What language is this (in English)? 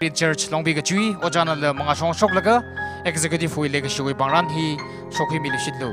Tangkhul Naga (India)